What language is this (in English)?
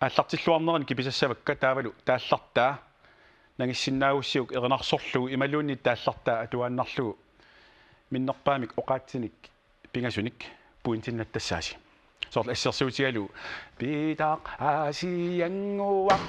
Kalaallisut